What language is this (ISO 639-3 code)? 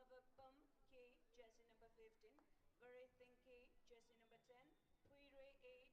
nmf